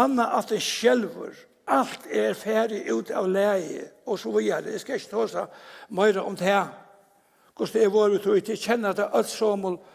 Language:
Faroese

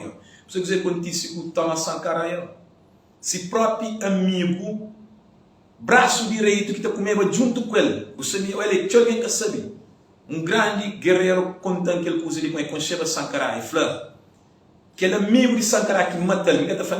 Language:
Kabuverdianu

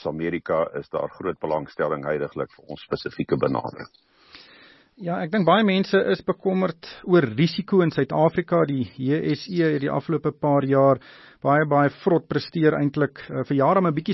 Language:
Afrikaans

